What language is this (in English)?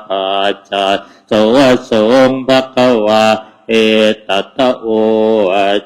Pali